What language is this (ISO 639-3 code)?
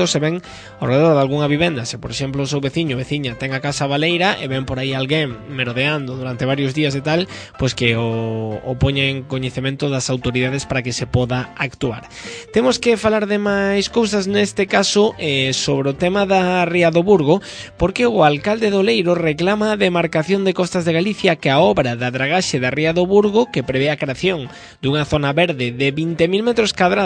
glg